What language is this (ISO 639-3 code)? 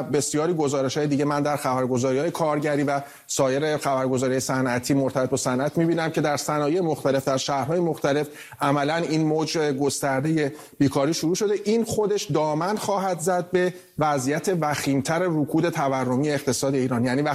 fas